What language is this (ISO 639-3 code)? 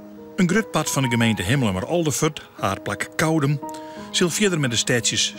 fry